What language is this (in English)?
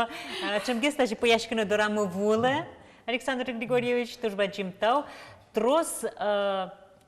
Udmurt